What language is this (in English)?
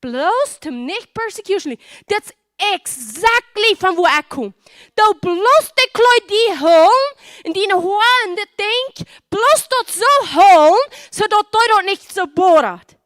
Plautdietsch